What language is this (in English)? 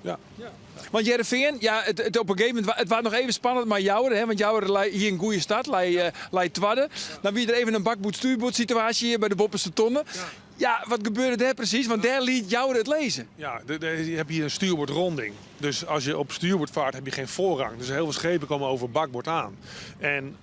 Western Frisian